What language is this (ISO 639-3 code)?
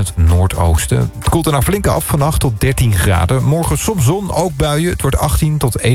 nld